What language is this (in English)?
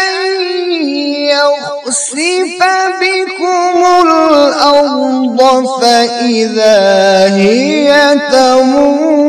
Kashmiri